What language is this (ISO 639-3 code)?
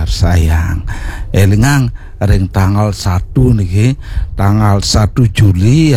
ban